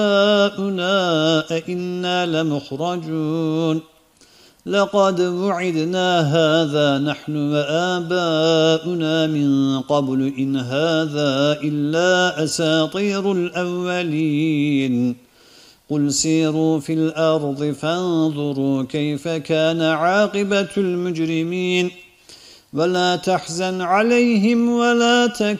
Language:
Arabic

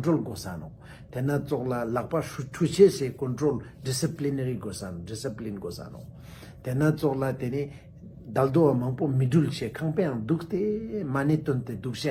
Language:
Ladakhi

